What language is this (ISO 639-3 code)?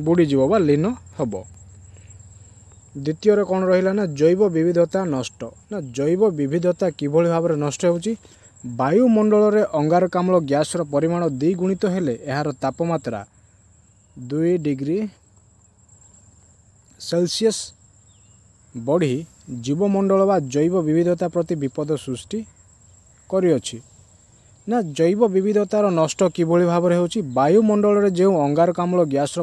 ori